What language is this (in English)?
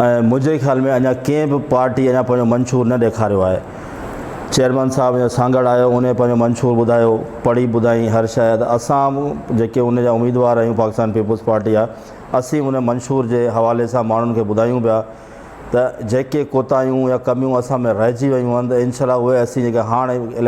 Sindhi